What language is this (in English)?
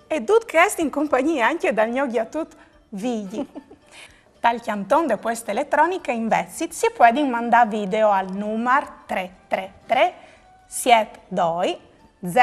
Friulian